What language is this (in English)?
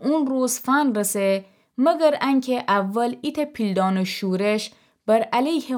Gilaki